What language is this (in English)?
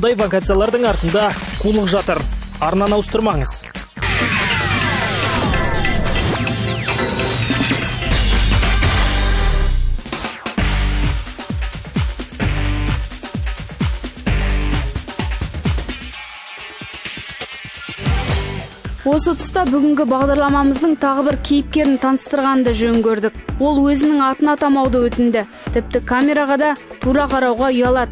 Kazakh